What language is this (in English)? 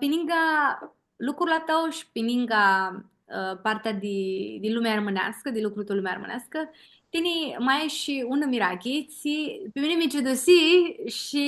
Aromanian